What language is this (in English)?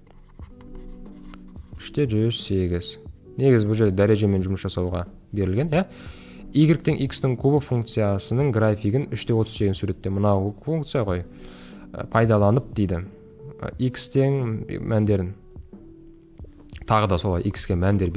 Kazakh